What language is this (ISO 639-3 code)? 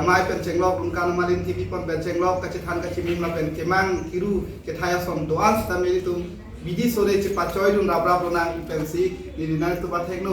mjw